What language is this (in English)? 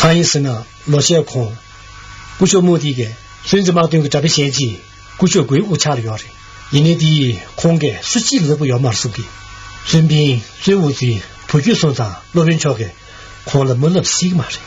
Tibetan